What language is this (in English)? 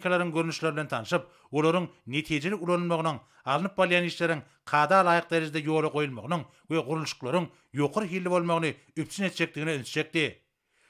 Turkmen